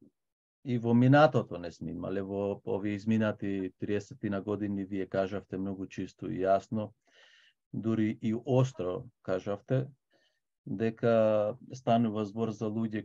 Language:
Macedonian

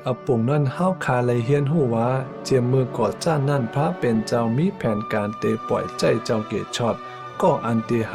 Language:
Shan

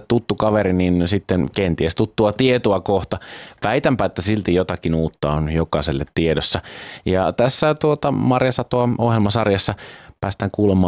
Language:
Finnish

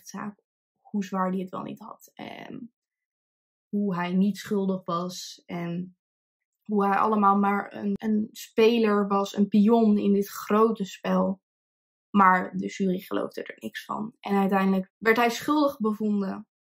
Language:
Dutch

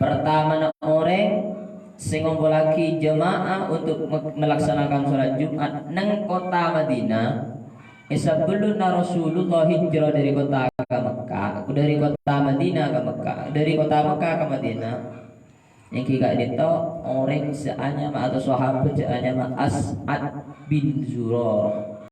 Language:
Madurese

